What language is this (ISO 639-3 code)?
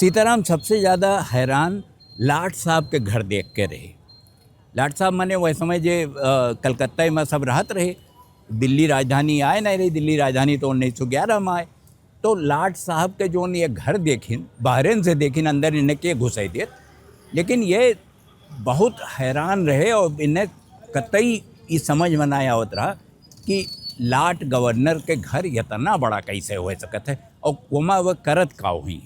awa